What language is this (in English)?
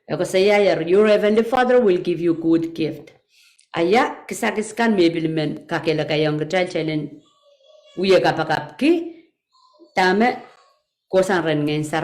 Pohnpeian